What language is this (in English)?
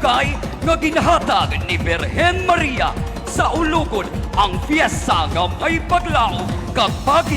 Hiligaynon